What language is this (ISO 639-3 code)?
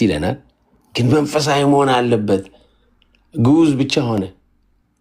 amh